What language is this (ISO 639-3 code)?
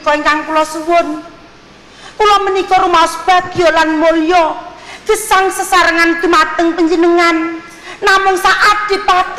jav